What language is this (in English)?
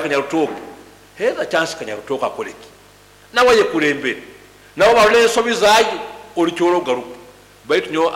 Nyankole